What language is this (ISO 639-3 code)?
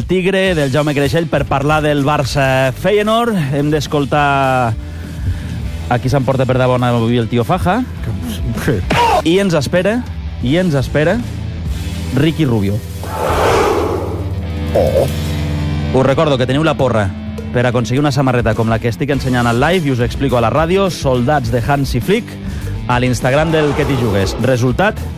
cat